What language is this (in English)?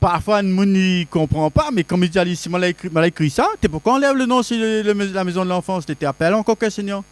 Réunion Creole French